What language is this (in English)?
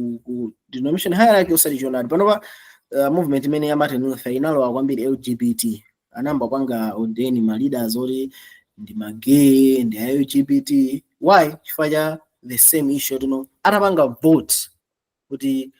Nyanja